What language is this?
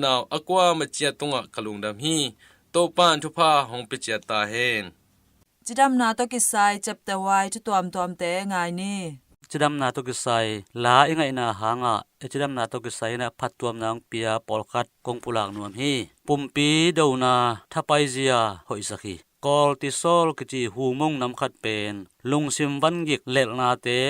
Tedim Chin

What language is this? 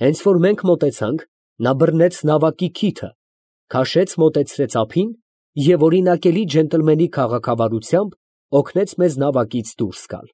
Armenian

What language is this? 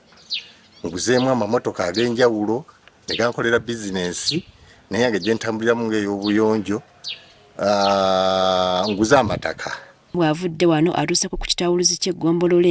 Ganda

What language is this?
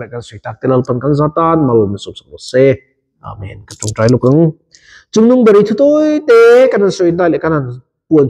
Mizo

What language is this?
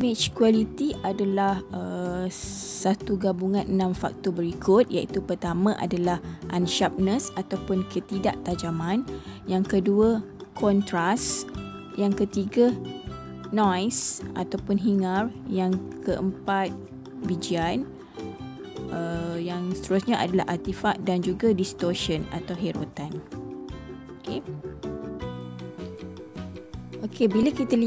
Malay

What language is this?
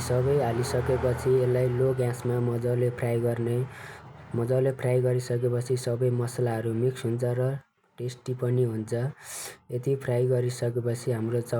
Nepali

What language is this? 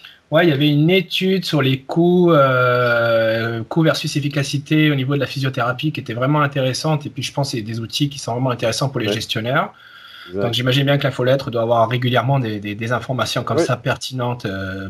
French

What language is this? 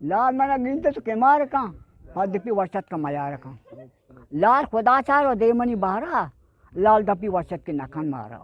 Eastern Balochi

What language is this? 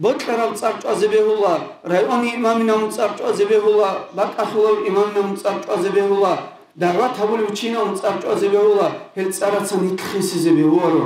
Avaric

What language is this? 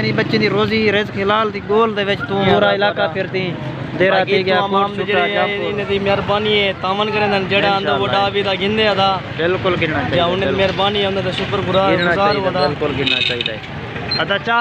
Saraiki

